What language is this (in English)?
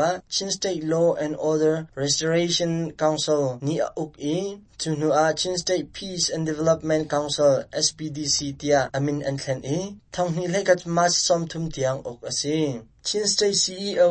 Hakha Chin